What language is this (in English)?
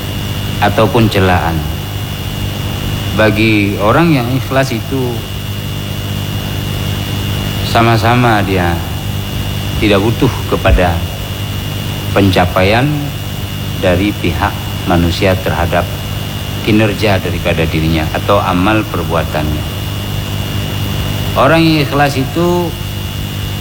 Indonesian